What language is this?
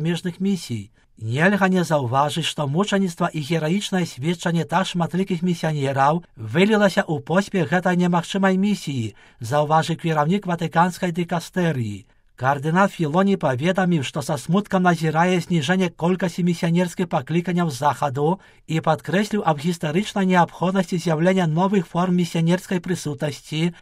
Belarusian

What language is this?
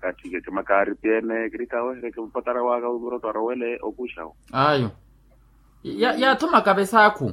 Makhuwa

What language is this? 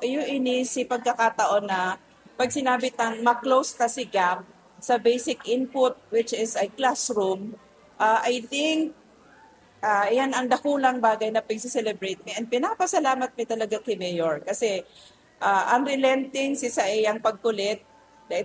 Bikol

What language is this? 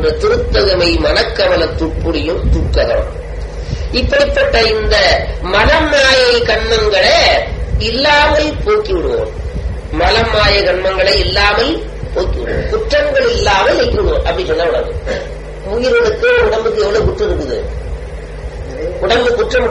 Tamil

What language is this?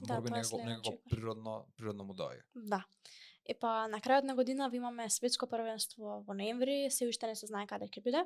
Macedonian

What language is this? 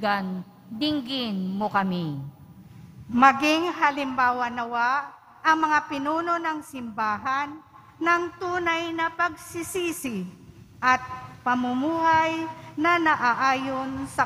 Filipino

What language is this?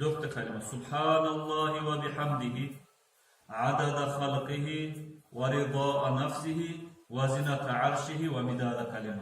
Kumyk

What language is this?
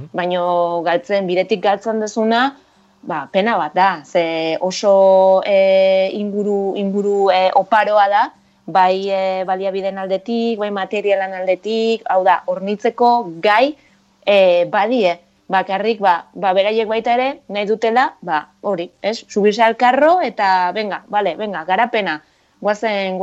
Basque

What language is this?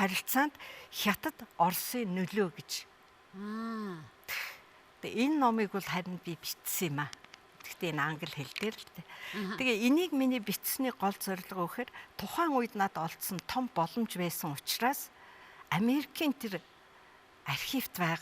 Mongolian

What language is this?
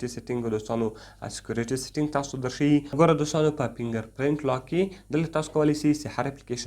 Pashto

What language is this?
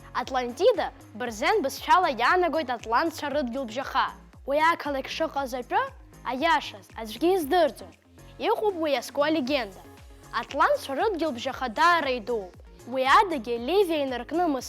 Abkhazian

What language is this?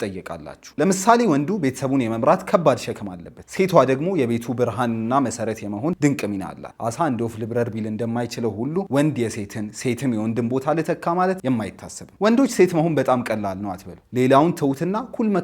Amharic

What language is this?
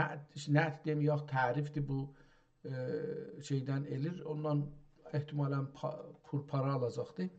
South Azerbaijani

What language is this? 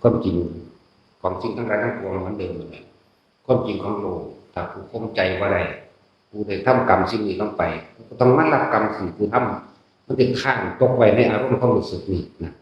Northeastern Thai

